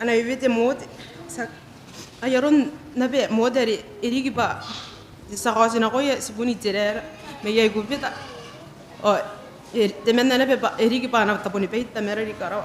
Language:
Gilbertese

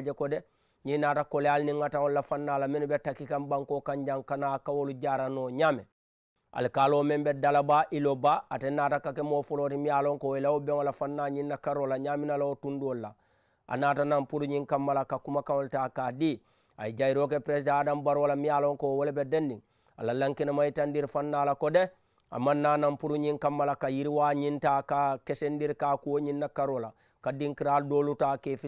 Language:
Mandingo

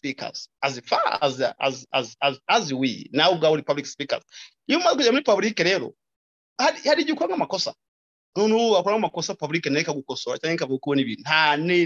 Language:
Kinyarwanda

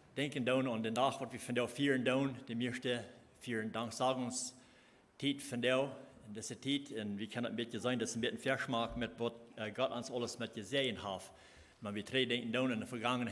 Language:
Plautdietsch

